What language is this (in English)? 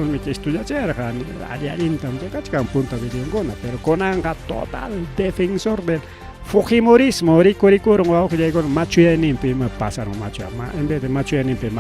Ayacucho Quechua